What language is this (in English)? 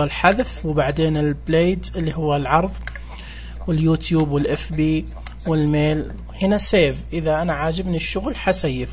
Najdi Arabic